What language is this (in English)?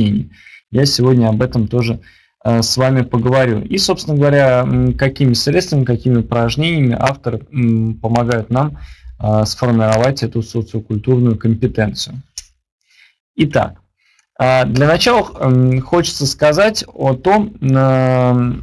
Russian